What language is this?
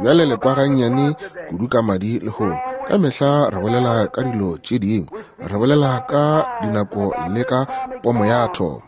Northern Sotho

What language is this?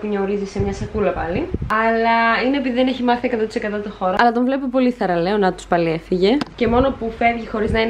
Greek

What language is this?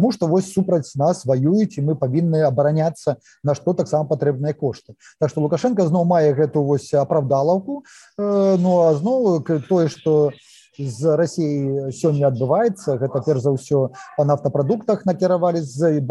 Belarusian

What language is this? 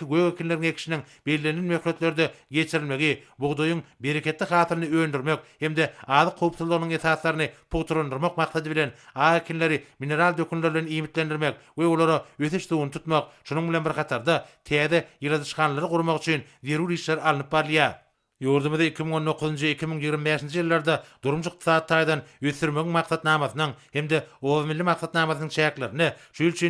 Turkmen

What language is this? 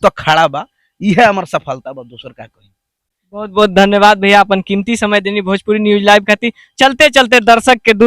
Bhojpuri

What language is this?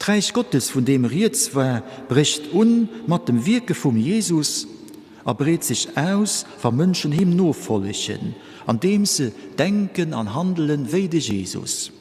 Luxembourgish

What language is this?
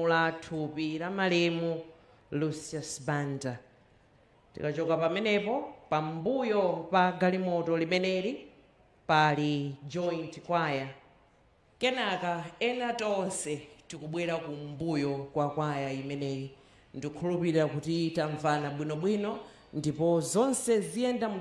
Nyanja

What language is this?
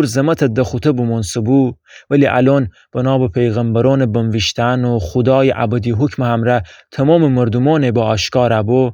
Gilaki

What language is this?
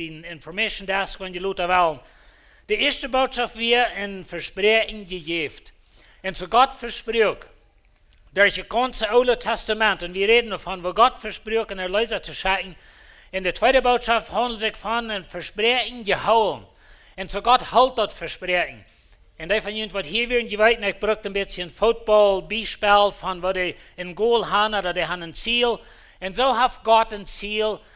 Plautdietsch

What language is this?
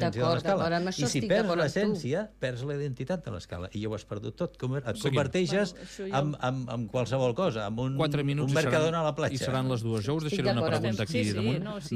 Catalan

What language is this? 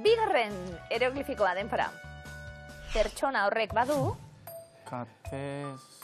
Basque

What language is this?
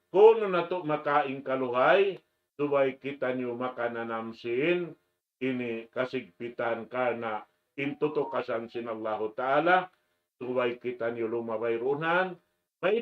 Tausug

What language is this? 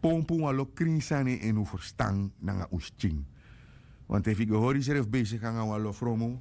Sranan Tongo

